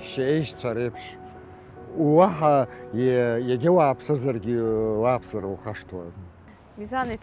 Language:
Abkhazian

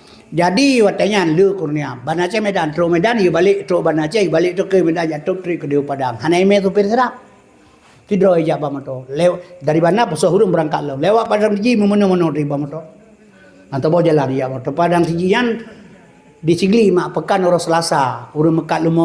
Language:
Achinese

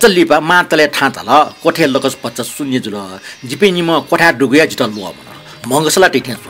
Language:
Newari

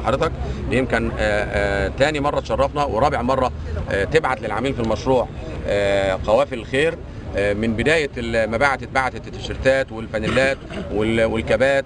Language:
Egyptian Arabic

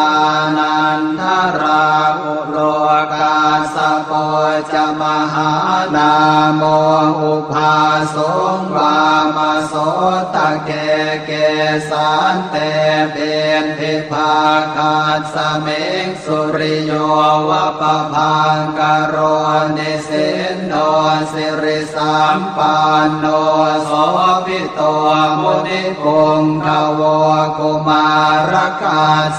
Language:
Pali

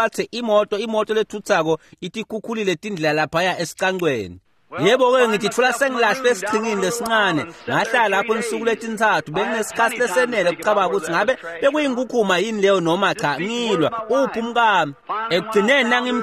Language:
Swati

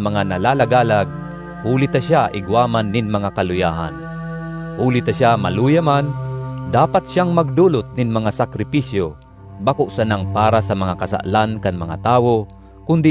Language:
Bikol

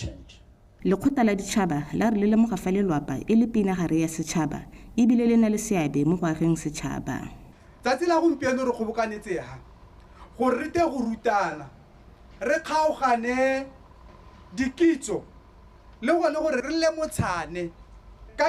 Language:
Tswana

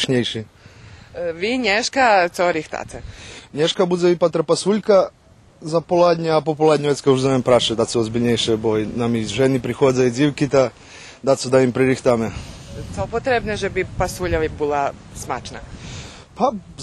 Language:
Rusyn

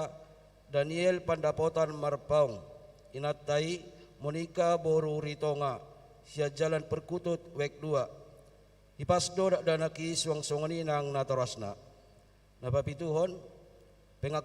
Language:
Batak Toba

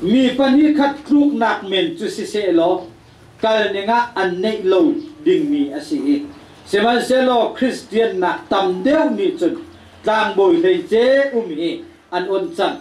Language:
Hakha Chin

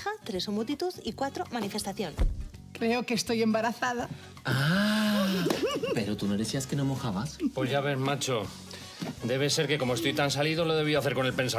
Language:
Spanish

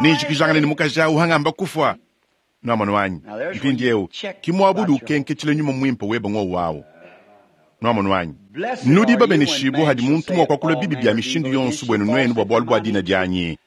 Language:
Luba-Lulua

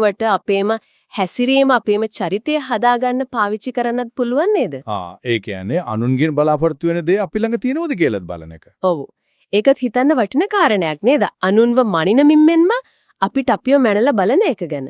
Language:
Sinhala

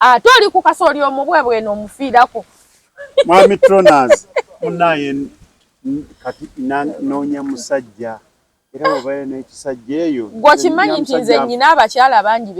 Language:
Ganda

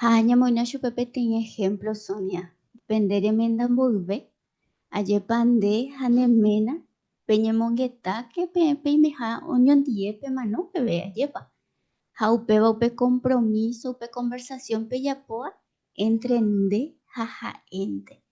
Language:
Guarani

